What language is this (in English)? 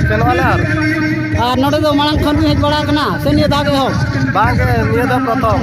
Santali